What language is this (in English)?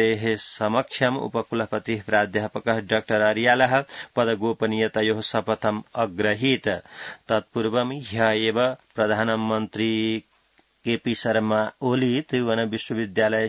Sanskrit